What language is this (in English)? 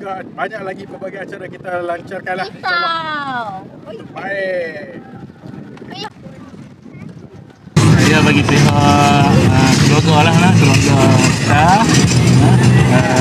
Malay